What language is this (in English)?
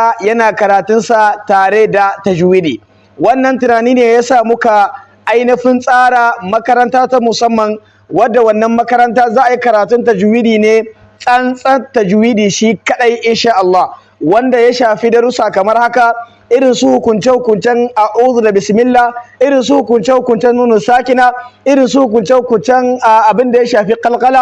Hausa